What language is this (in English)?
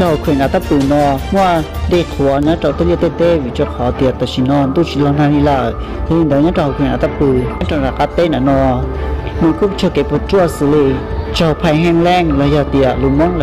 Hmong